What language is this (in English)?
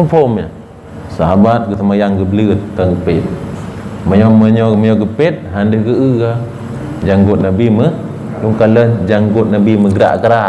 Achinese